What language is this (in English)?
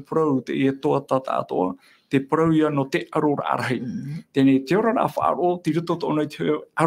Tahitian